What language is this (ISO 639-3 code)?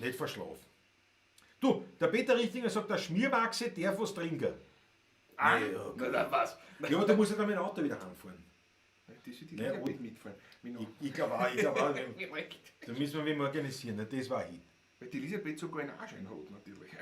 bar